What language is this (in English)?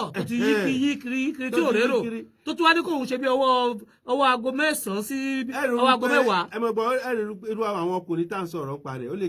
Yoruba